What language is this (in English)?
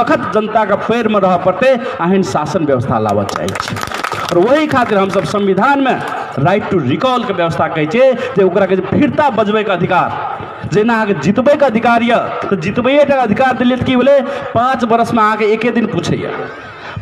Maithili